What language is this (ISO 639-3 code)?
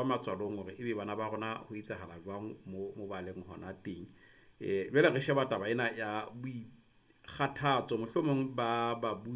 sot